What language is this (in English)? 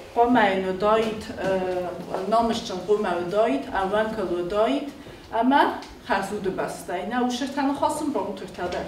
Ossetic